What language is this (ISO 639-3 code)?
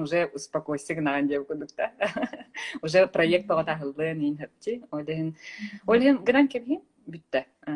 sah